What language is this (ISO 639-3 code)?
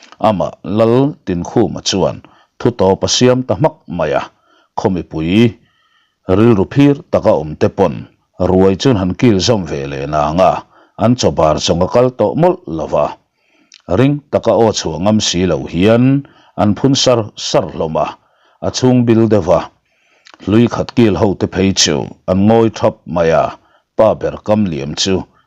lus